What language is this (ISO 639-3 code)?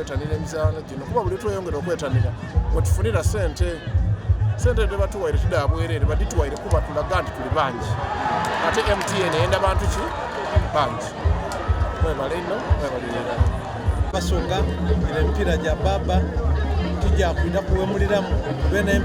xog